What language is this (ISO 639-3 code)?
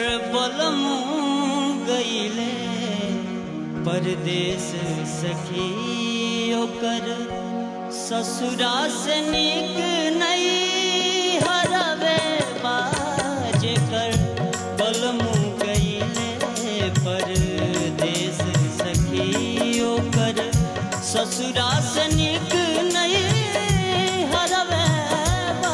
bho